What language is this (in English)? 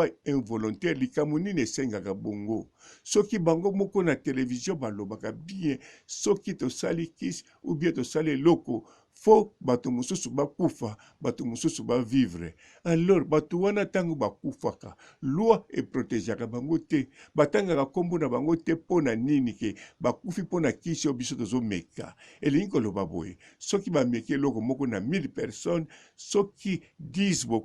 Lingala